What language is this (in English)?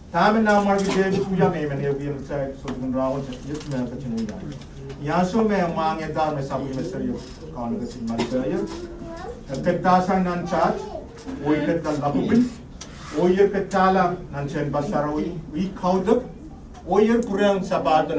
Pohnpeian